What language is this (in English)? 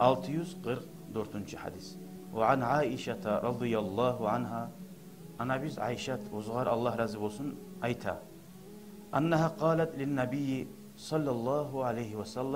Kumyk